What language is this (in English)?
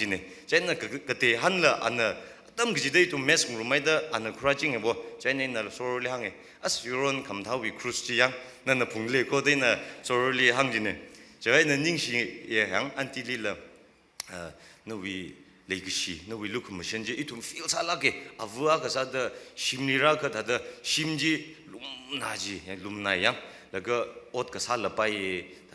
Tangkhul Naga (India)